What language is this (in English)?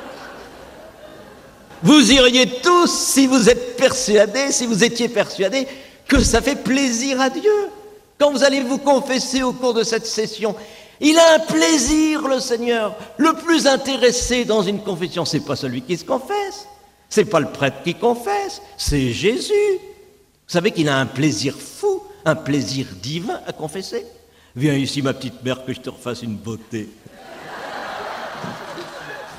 French